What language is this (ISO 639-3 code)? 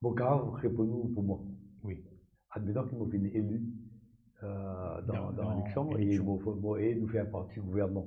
mfe